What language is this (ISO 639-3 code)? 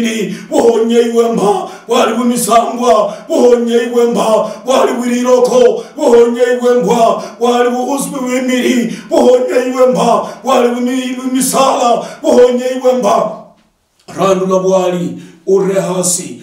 luy